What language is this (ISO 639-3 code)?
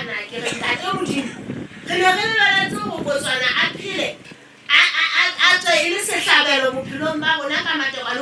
sot